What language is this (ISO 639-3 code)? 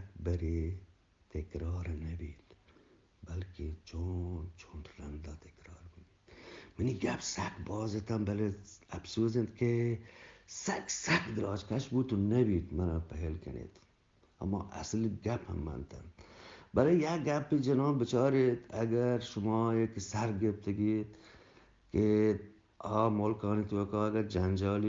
bgp